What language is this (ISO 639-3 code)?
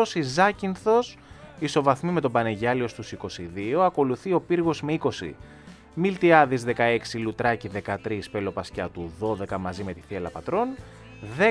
ell